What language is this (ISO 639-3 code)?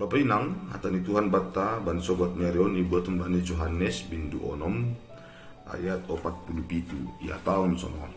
bts